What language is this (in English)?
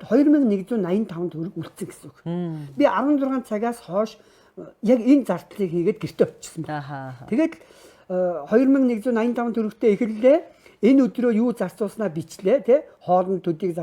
Mongolian